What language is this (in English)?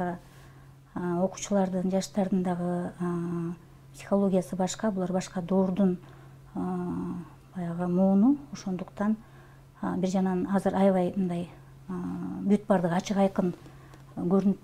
Kyrgyz